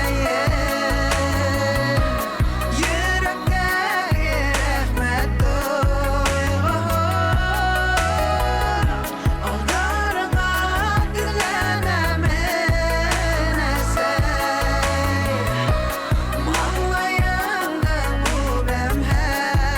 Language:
Bashkir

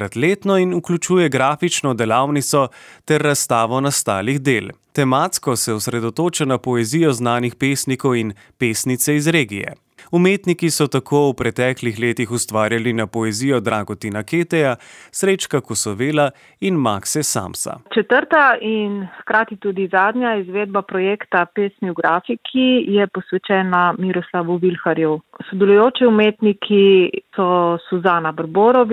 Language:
Slovenian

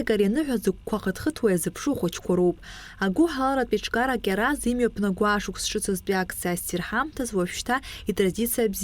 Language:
Abkhazian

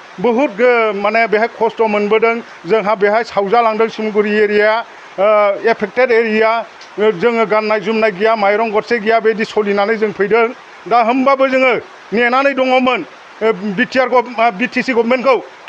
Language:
Bodo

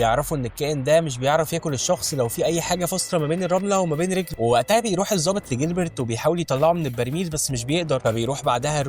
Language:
Egyptian Arabic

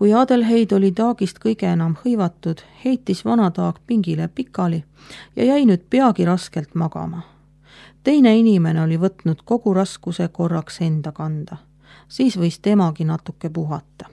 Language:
Estonian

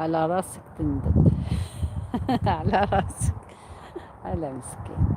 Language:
Algerian Arabic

